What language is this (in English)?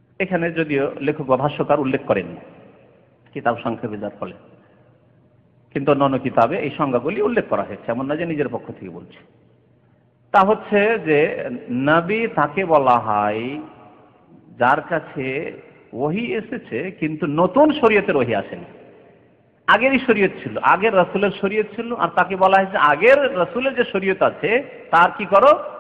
Bangla